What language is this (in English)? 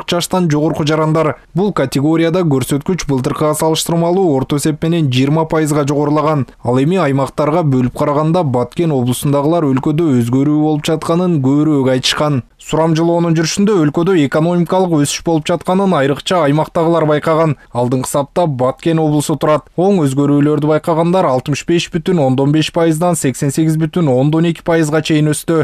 Kyrgyz